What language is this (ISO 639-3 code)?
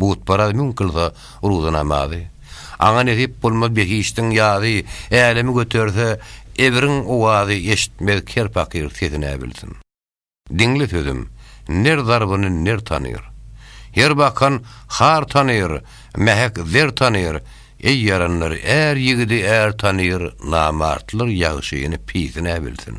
tuk